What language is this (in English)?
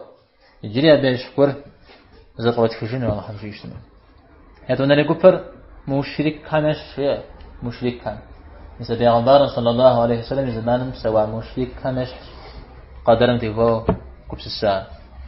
Kabardian